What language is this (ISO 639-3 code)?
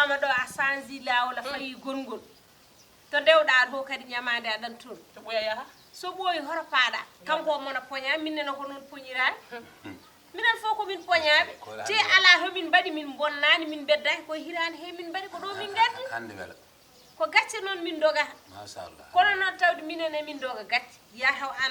ful